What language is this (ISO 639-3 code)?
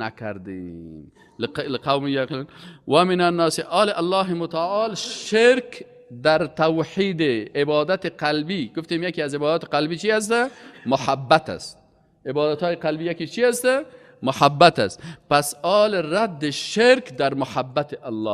fas